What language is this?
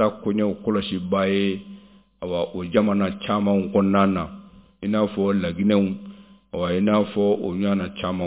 Bambara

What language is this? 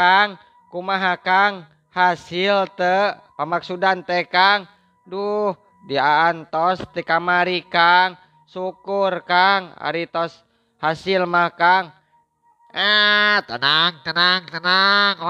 Sundanese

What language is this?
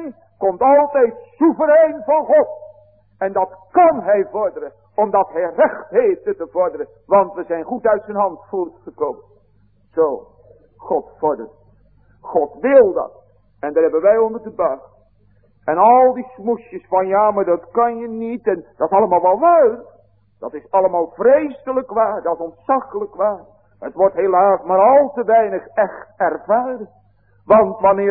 Dutch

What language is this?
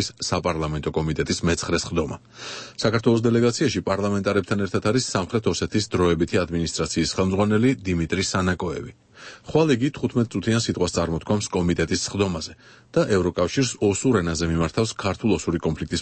Georgian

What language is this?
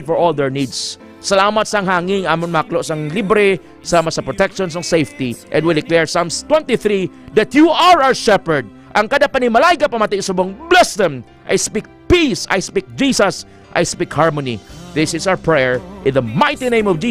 Hiligaynon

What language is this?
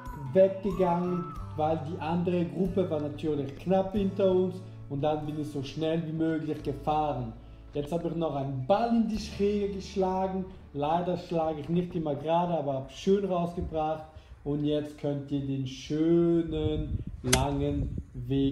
German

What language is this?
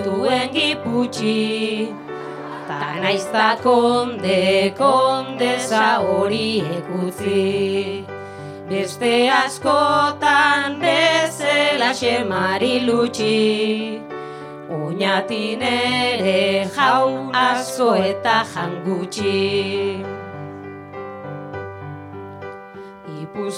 Basque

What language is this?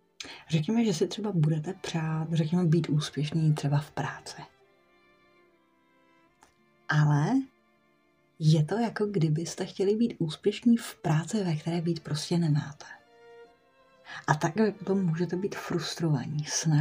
Czech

